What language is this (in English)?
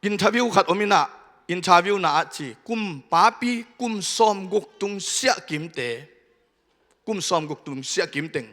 Tedim Chin